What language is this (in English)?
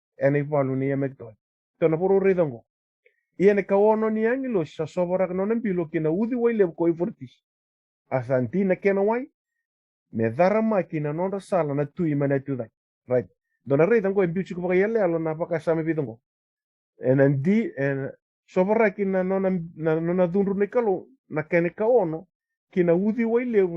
Fijian